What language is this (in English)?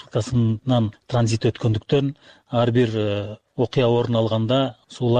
Kyrgyz